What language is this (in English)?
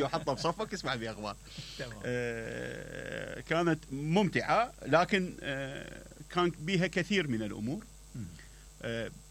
Mesopotamian Arabic